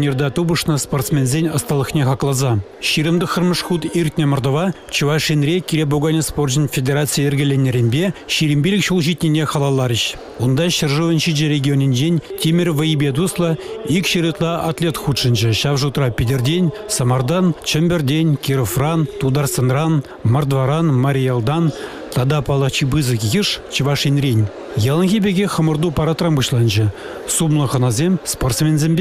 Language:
Chuvash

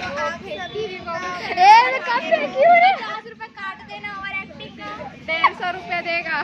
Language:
Chhattisgarhi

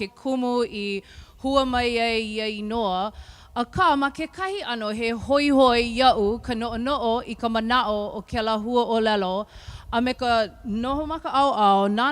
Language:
Hawaiian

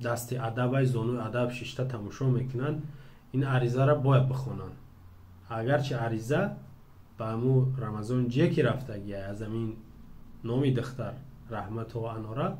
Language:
Tajik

